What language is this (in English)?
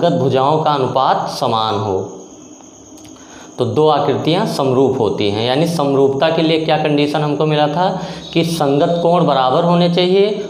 Hindi